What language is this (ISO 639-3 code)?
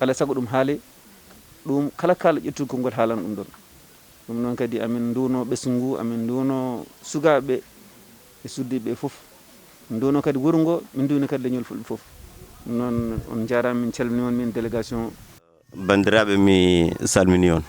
ful